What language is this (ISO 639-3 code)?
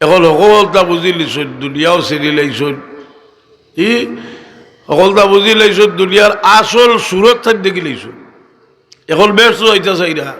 syl